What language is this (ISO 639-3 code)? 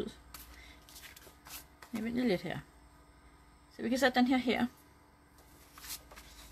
dan